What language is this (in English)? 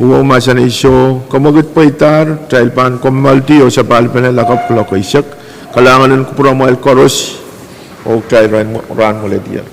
Pohnpeian